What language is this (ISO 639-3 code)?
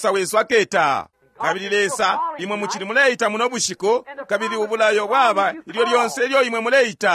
bem